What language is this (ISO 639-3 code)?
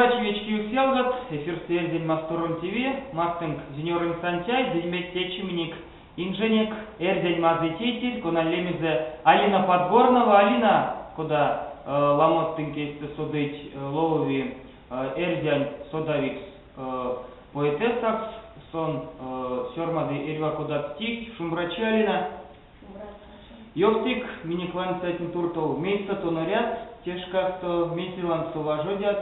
myv